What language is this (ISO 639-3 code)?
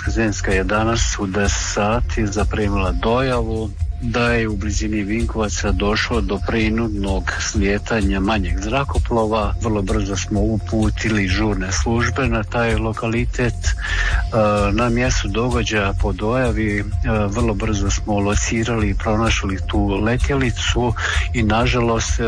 hrv